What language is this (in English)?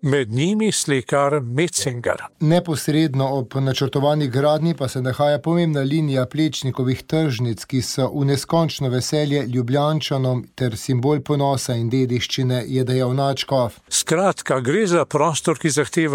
Slovenian